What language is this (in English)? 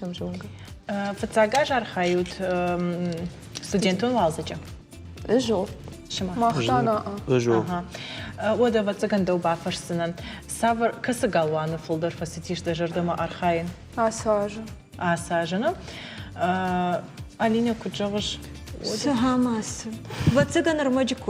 Ossetic